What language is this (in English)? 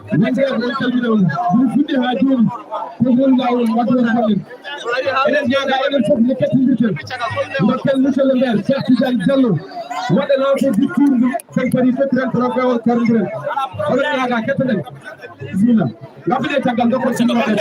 Fula